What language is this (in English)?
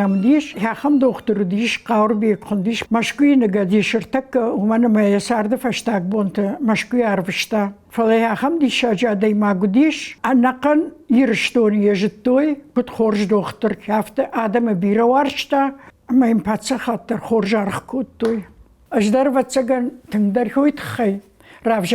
Ossetic